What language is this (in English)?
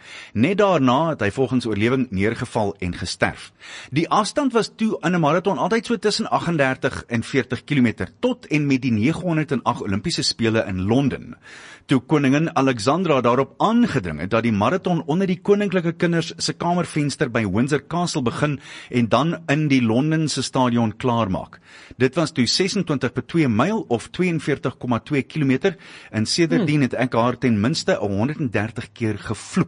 Afrikaans